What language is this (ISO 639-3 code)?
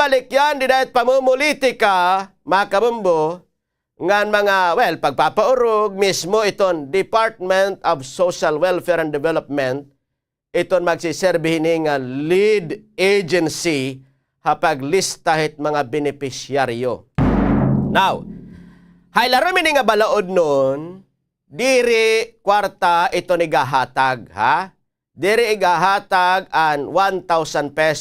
war